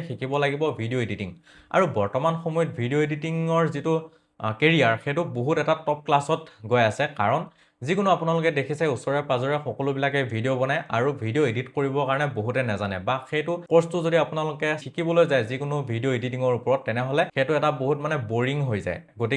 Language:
Assamese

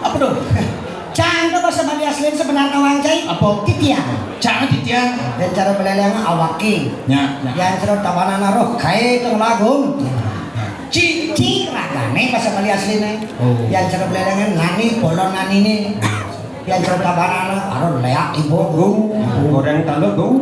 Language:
Balinese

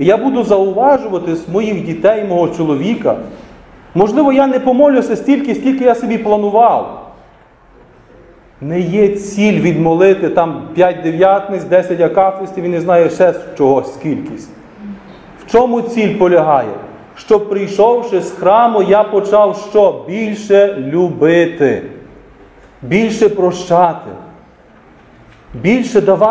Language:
Ukrainian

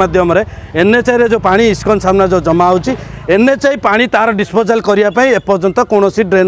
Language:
Odia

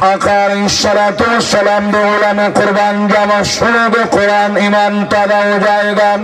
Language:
Saraiki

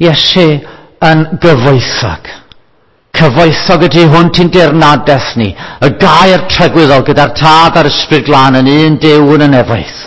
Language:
Welsh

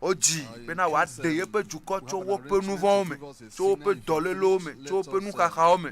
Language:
Ewe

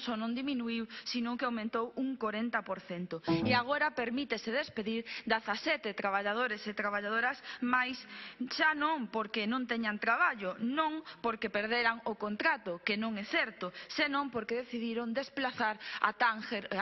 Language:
Galician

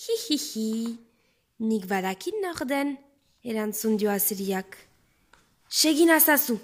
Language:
Basque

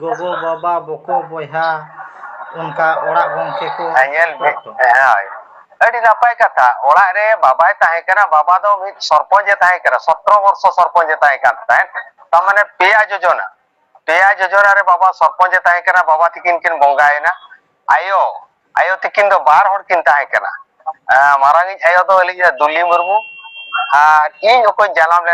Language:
Santali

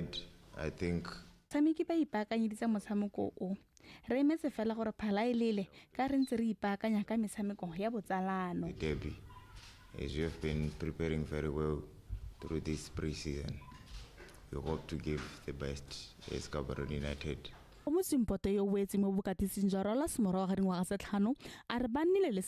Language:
Tswana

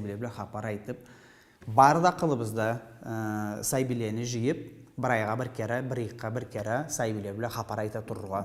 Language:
Karachay-Balkar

